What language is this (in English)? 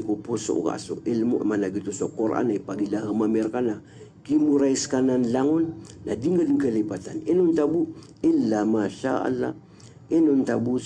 Maranao